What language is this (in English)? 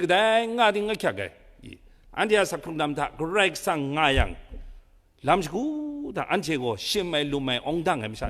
Kachin